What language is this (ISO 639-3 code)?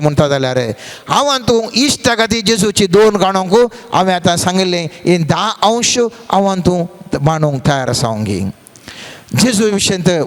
kok